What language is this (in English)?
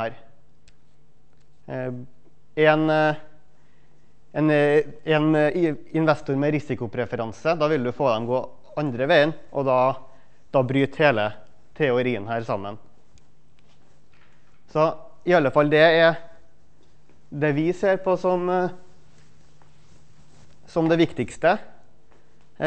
Norwegian